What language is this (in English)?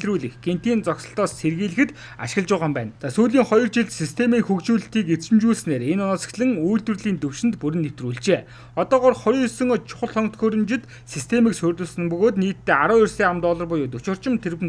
Mongolian